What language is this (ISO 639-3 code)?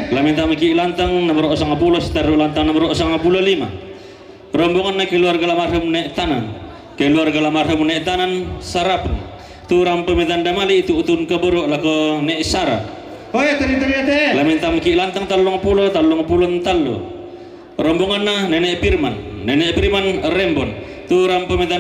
sda